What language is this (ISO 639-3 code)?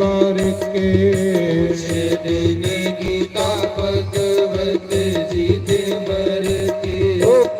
doi